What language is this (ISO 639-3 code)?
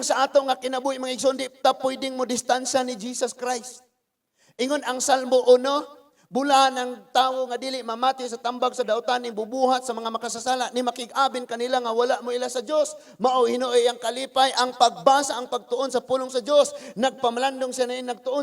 ceb